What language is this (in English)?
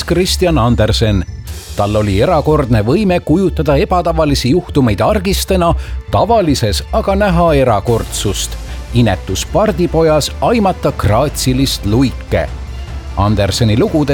Estonian